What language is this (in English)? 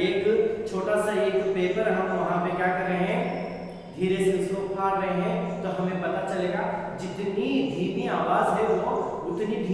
Hindi